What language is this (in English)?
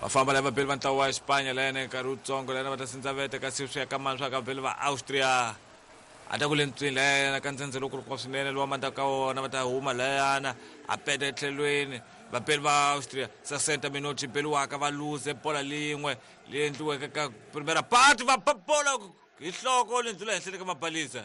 Tsonga